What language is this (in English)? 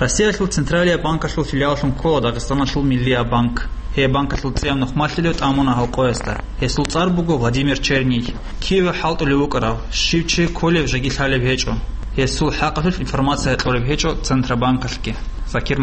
Avaric